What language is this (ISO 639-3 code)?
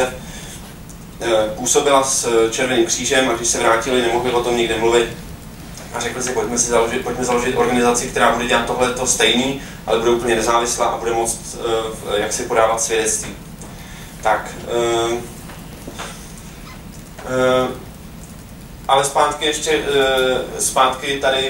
ces